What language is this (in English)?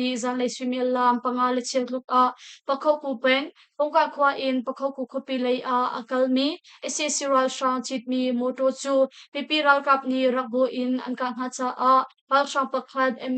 Hakha Chin